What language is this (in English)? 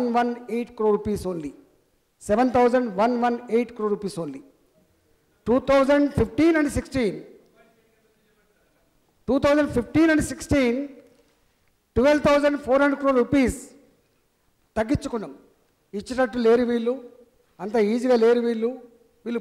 Telugu